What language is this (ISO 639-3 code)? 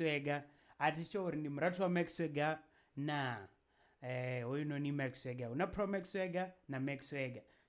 ven